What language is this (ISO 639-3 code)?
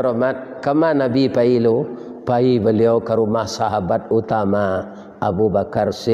min